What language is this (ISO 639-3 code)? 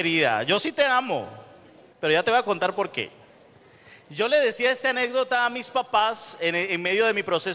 spa